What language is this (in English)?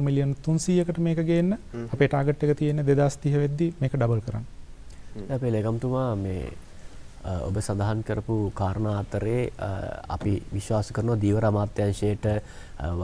Sinhala